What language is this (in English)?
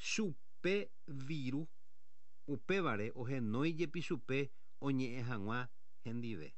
Guarani